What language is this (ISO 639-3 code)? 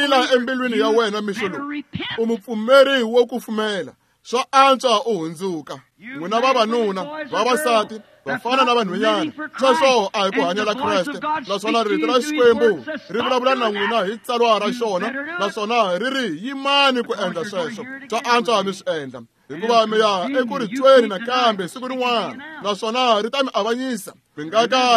tso